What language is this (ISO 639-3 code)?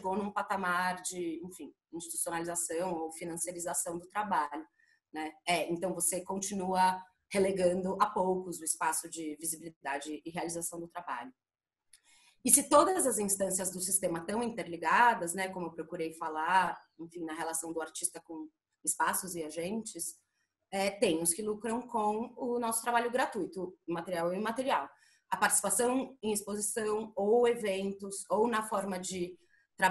por